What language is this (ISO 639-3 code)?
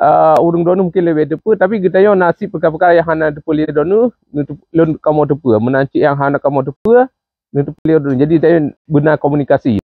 ace